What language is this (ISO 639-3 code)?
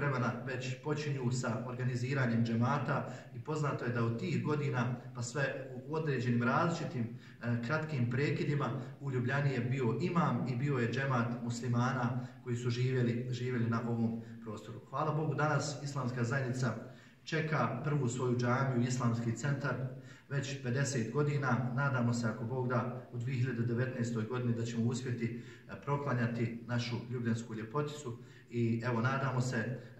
bos